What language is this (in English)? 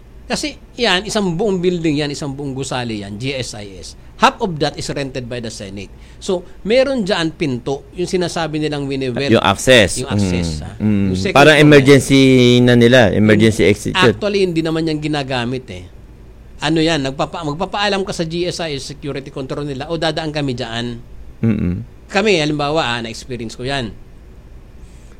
Filipino